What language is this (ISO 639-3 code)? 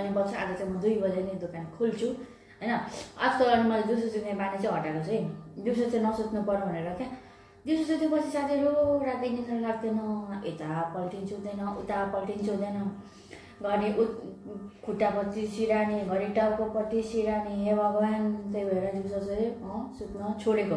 nep